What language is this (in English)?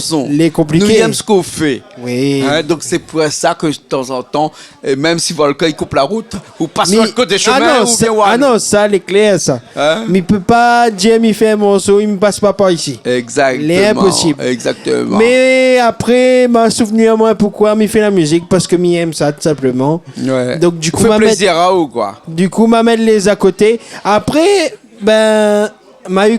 Réunion Creole French